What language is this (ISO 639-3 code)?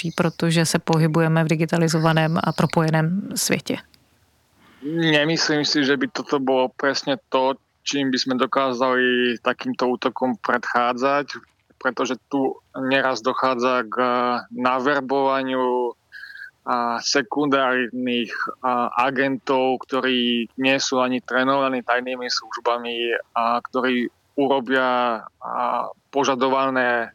ces